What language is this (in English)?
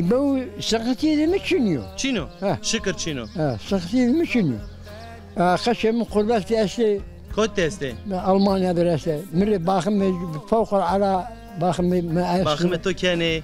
Zaza